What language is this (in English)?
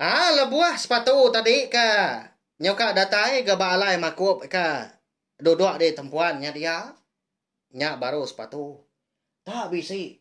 Iban